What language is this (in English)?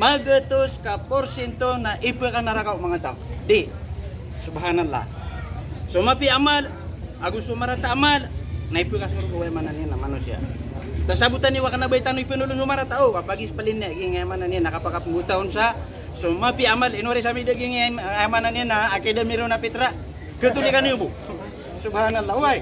Maranao